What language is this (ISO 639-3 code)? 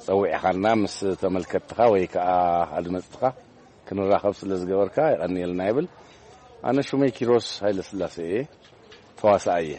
tir